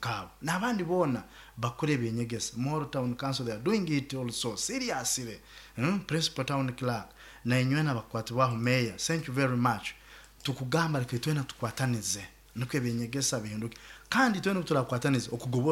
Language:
Nyoro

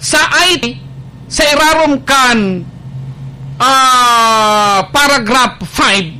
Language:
Bikol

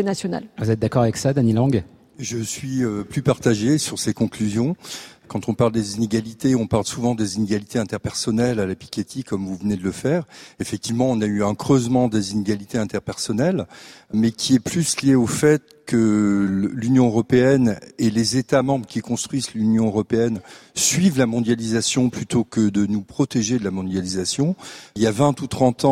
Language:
French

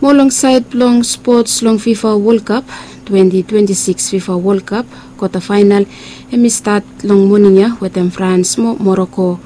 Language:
Bislama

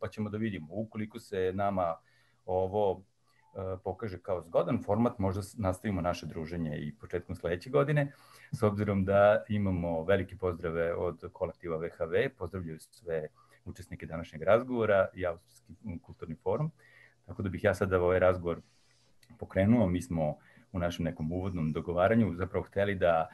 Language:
Serbian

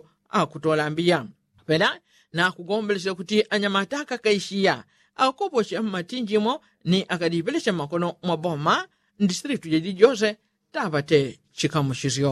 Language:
Yao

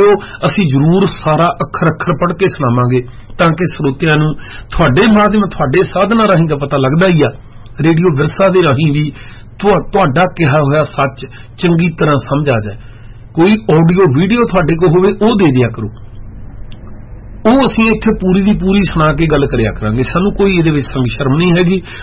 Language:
Punjabi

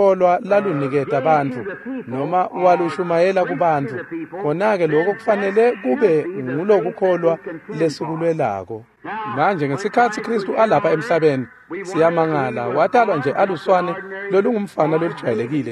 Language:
Swati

